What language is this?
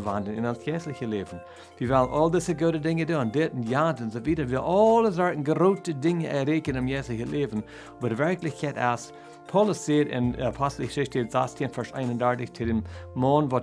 Plautdietsch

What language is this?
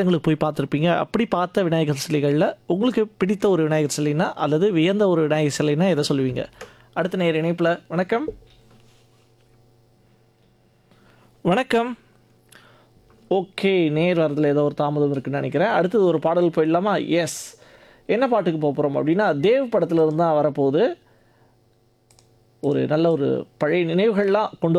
Tamil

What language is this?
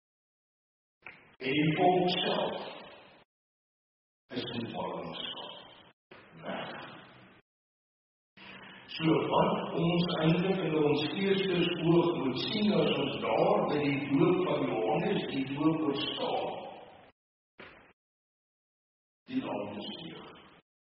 Afrikaans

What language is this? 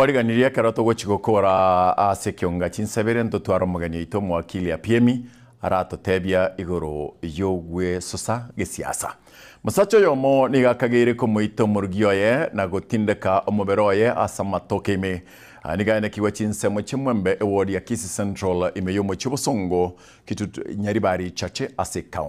Gusii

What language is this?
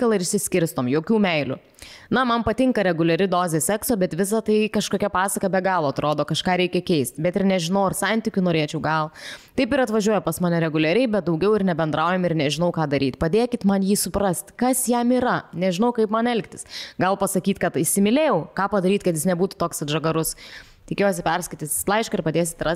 Lithuanian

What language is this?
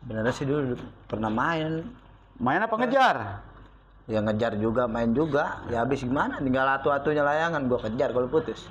Betawi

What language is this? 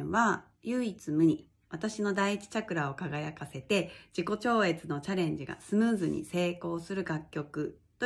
Japanese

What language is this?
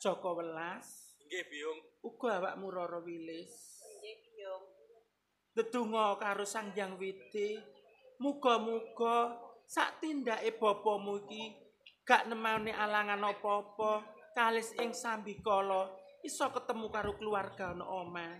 Javanese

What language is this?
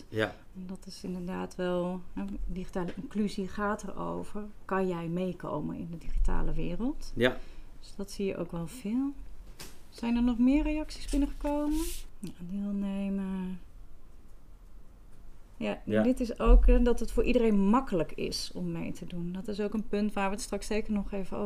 Dutch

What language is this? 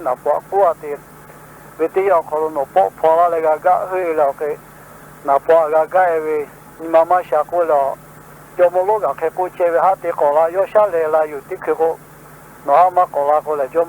Lahu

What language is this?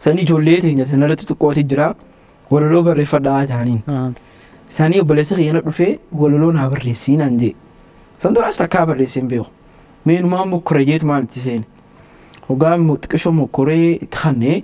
Oromo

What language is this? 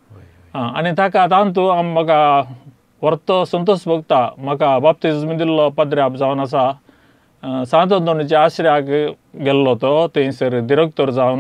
Konkani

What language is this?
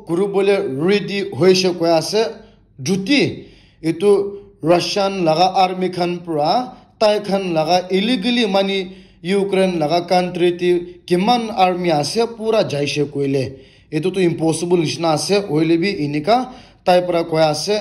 Naga Pidgin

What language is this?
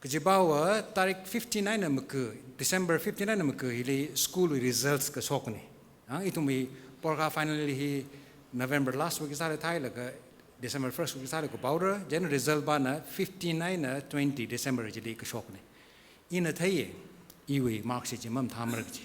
Tangkhul Naga (India)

